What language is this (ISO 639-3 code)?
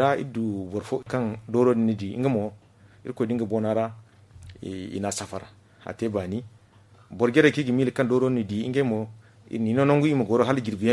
dje